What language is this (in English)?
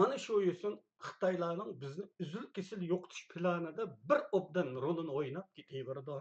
Uyghur